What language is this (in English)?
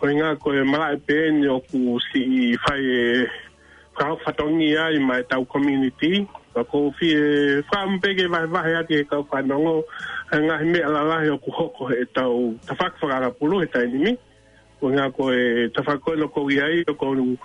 Tongan